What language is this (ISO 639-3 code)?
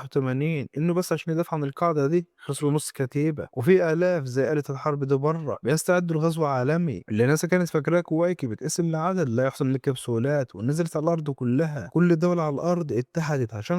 arz